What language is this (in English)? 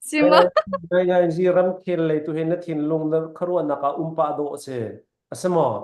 Hakha Chin